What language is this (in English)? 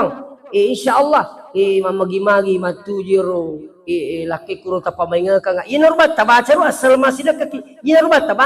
Buginese